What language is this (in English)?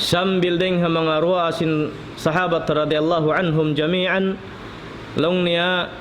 Tausug